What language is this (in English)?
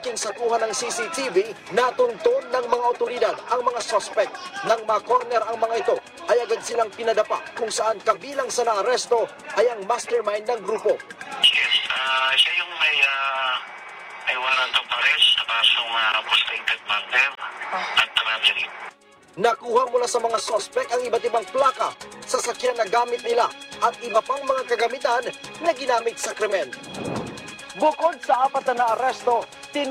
Filipino